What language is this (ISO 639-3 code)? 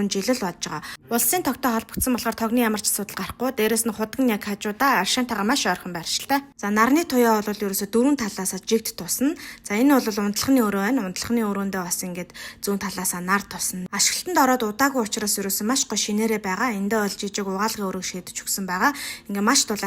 mon